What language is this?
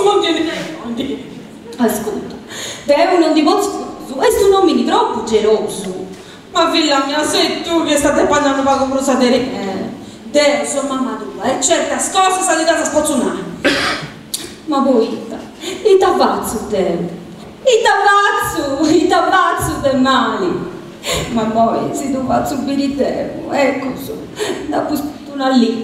Sardinian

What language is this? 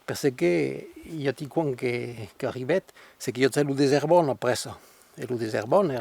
Occitan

